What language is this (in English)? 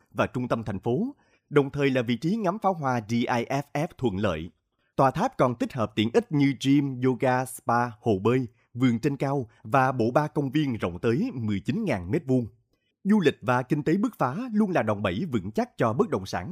Vietnamese